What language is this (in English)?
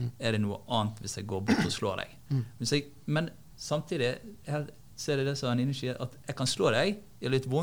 Norwegian